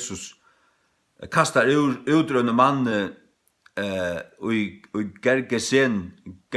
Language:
Faroese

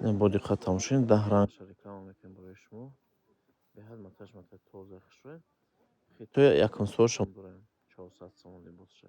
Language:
Tajik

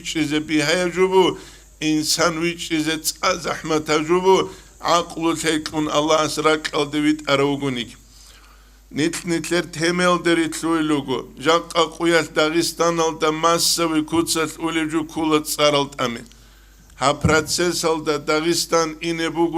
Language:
Avaric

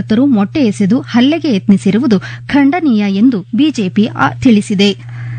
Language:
Kannada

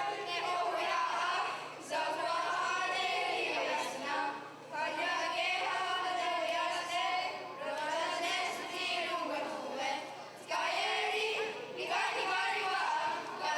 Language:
Mohawk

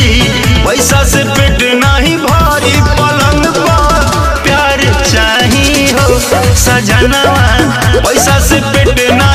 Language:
Bhojpuri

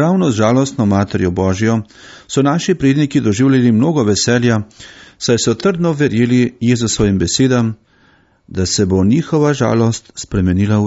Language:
Slovenian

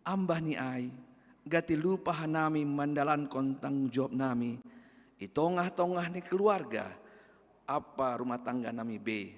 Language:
Batak Simalungun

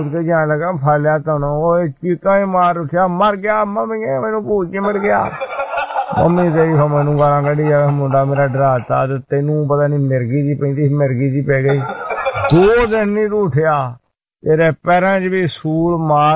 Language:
Punjabi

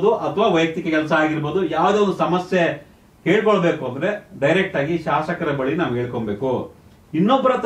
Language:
Kannada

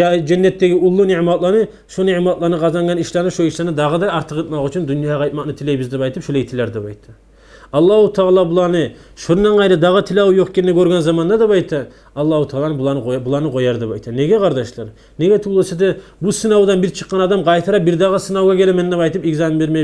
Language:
Kumyk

